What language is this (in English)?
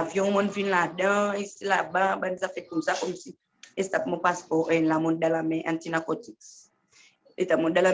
Seselwa Creole French